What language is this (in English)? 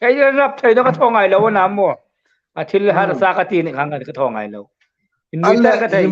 Hmar